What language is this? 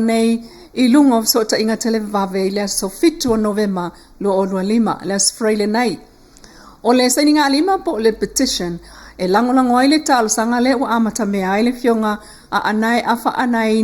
Samoan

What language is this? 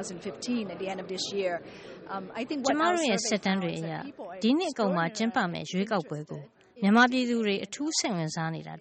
Burmese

